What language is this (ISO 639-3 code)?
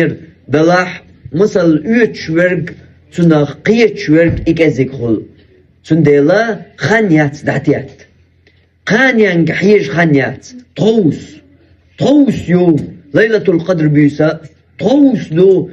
che